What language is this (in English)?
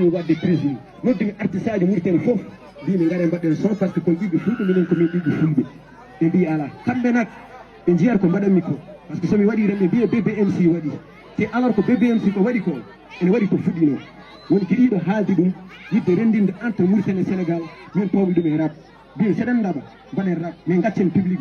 Fula